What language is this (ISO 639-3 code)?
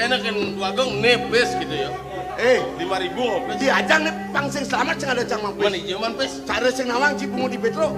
ban